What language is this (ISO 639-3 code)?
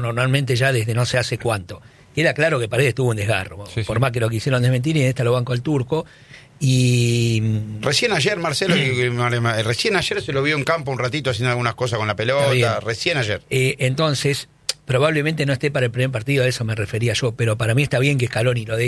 spa